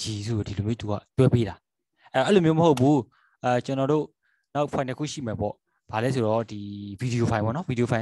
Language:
Burmese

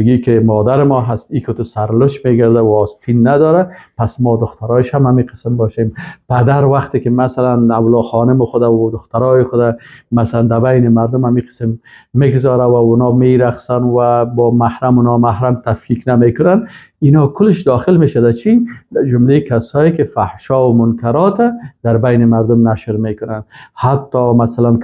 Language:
Persian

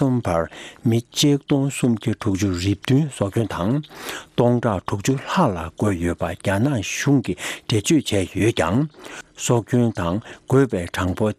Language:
Tibetan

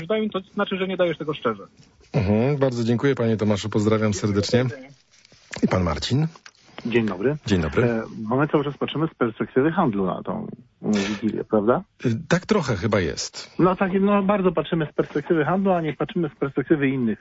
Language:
Polish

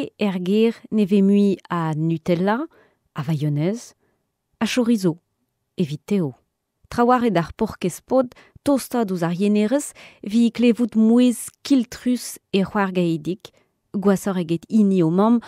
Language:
Breton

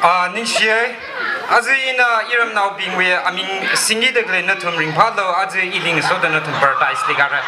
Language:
Tangkhul Naga (India)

